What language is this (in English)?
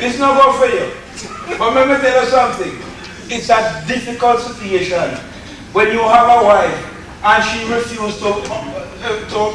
Jamaican Creole English